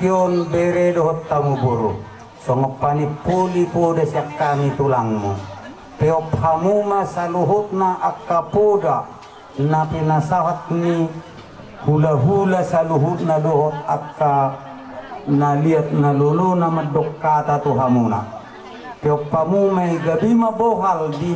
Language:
Batak Toba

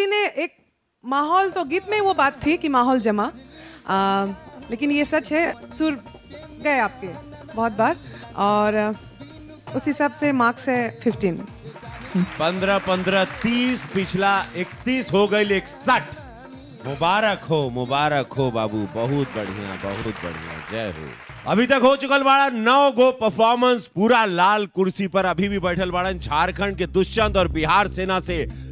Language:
Bhojpuri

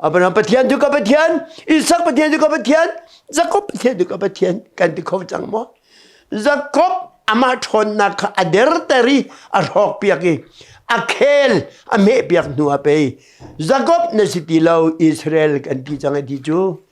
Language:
Hakha Chin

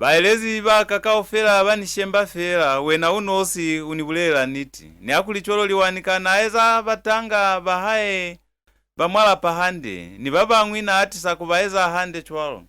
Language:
Lozi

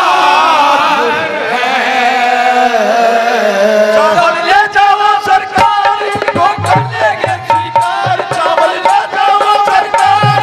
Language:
Hindi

